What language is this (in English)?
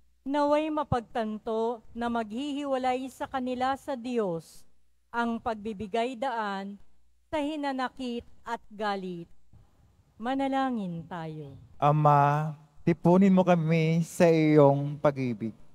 Filipino